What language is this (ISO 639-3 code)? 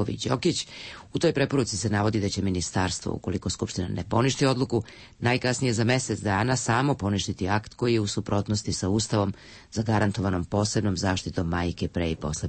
srp